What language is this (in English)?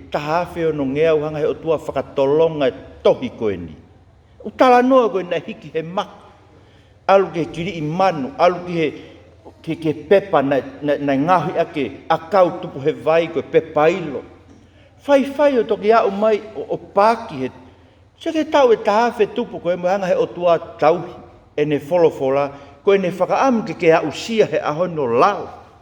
Tongan